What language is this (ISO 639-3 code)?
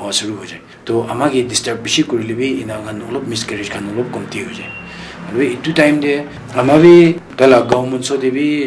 nag